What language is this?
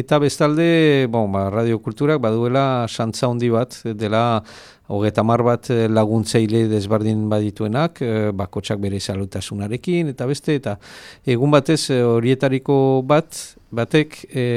Basque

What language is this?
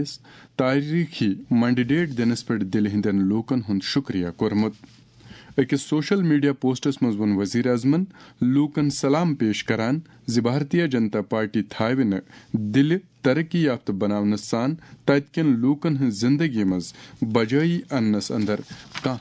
Kashmiri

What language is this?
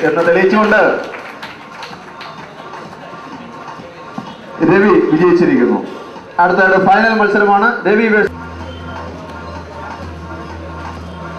Malayalam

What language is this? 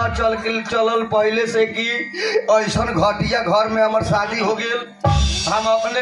Bhojpuri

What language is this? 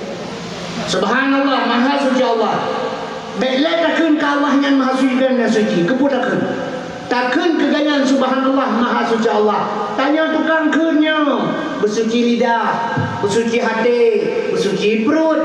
Achinese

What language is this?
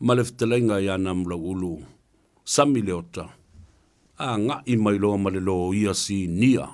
Samoan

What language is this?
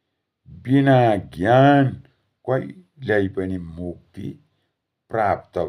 Nepali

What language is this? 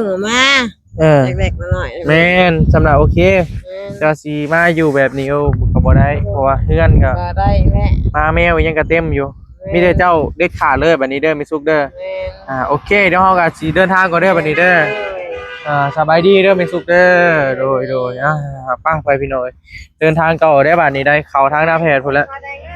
Northeastern Thai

